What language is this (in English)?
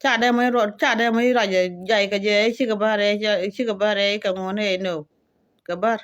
Nuer